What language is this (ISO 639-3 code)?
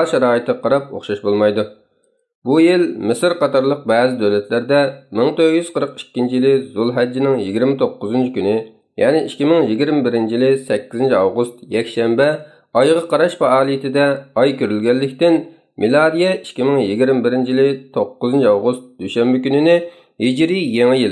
uig